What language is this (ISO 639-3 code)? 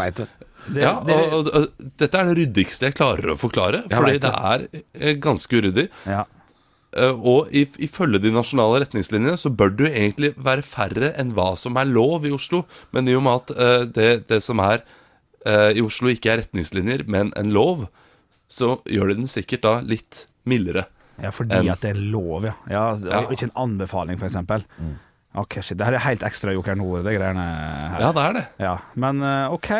nor